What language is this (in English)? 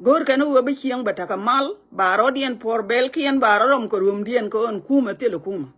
Nuer